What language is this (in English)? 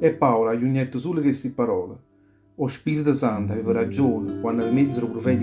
Neapolitan